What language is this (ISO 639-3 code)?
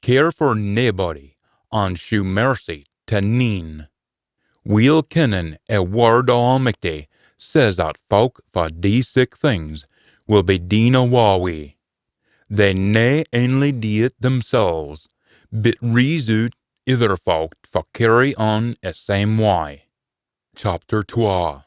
sco